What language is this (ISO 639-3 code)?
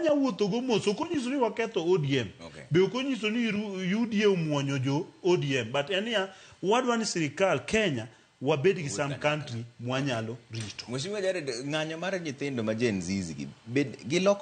luo